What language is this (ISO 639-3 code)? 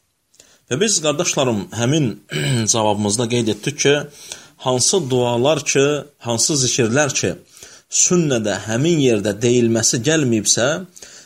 aze